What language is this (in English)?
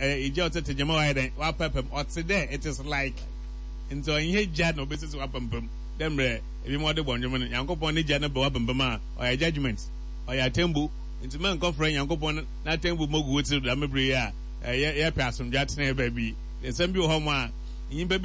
Akan